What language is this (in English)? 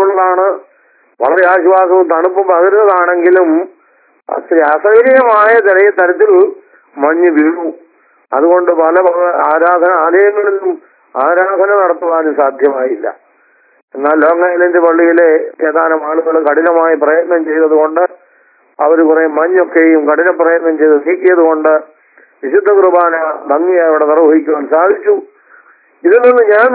Malayalam